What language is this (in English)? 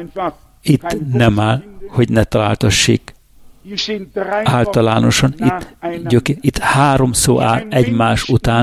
Hungarian